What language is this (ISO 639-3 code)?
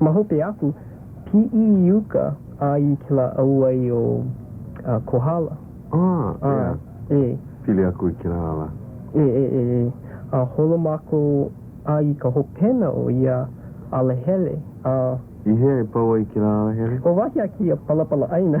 haw